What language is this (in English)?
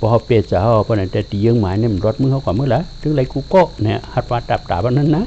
Shan